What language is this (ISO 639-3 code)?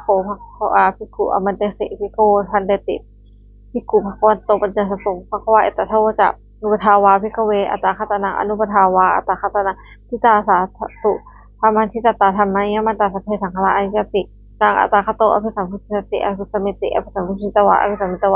pli